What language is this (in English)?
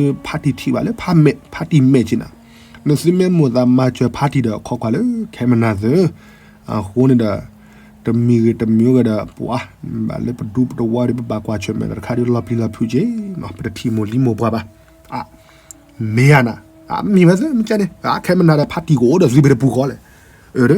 S'gaw Karen